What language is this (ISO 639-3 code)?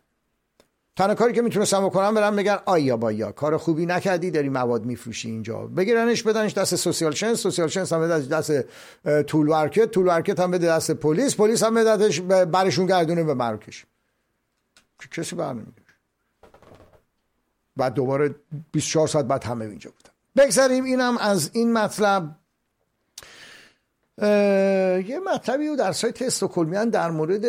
fas